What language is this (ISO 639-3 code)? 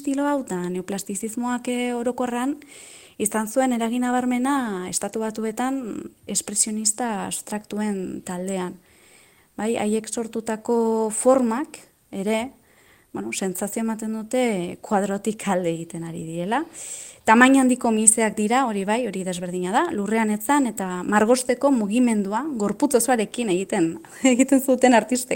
eus